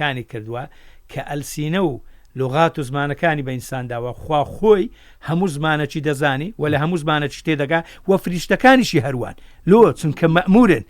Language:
Central Kurdish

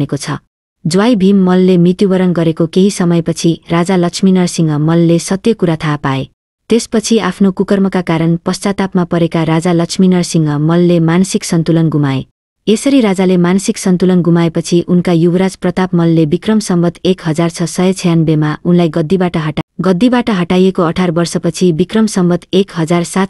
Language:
Nepali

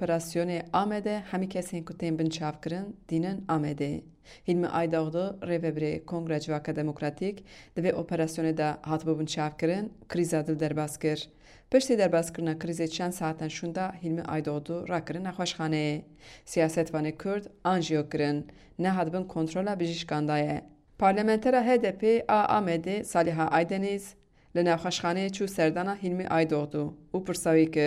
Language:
Kurdish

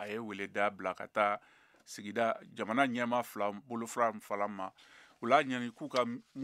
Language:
Bambara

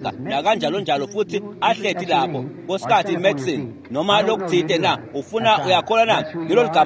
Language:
Swati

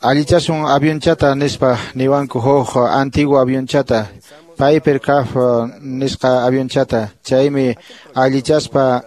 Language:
Quechua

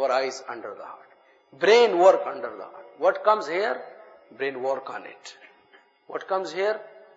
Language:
Urdu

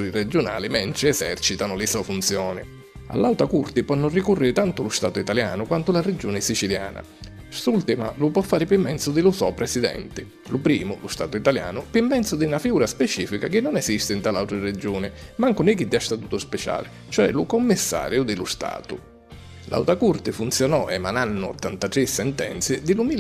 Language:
Sicilian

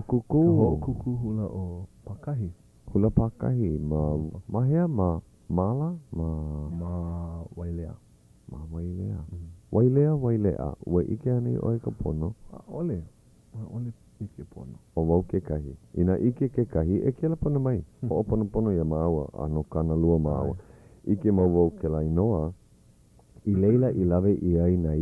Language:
Hawaiian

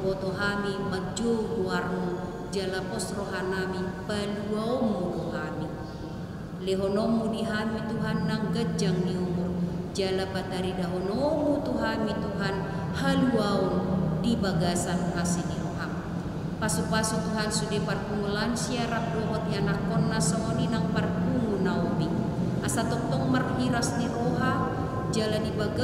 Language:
Batak Toba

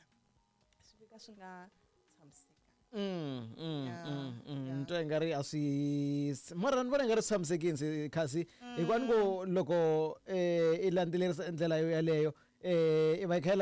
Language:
Tsonga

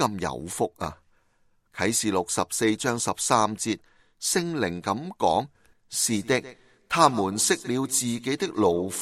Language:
Cantonese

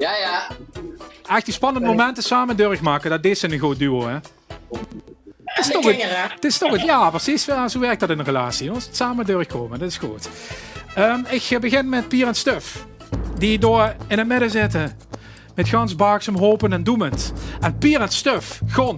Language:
Limburgish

